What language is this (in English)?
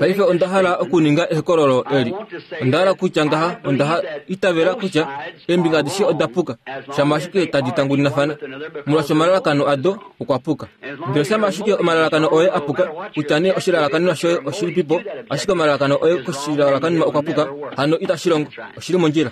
Kuanyama